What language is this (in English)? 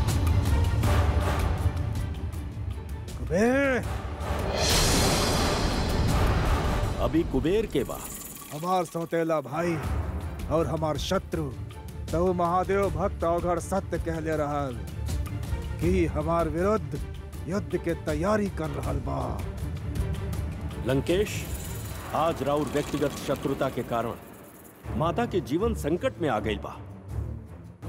Bhojpuri